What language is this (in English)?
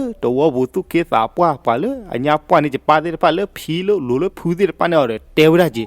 S'gaw Karen